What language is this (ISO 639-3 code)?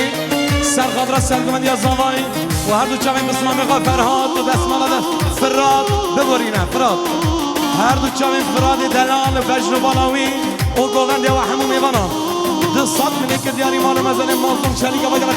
kur